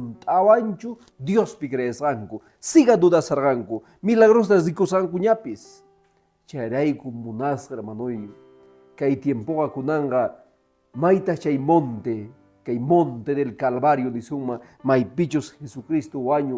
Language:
Quechua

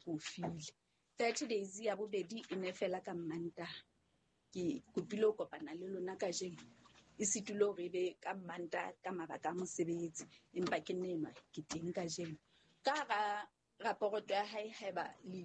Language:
Southern Sotho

